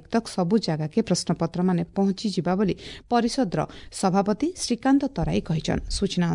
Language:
Odia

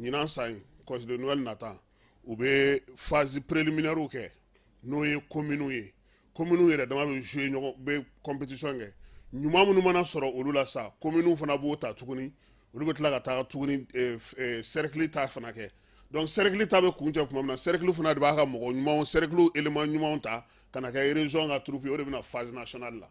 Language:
Bambara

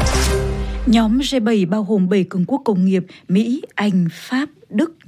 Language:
Vietnamese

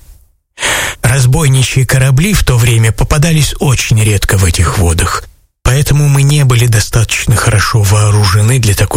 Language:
Russian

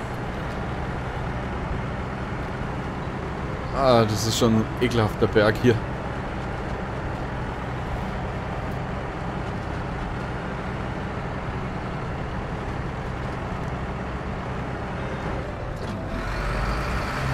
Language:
German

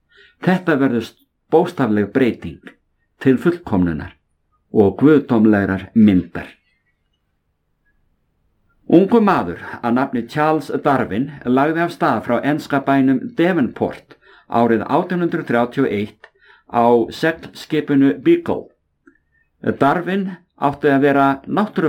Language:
Icelandic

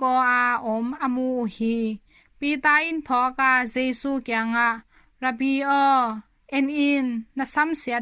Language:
Tedim Chin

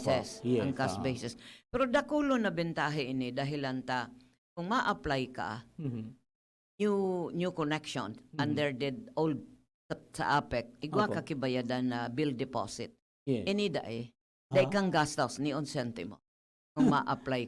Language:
Bikol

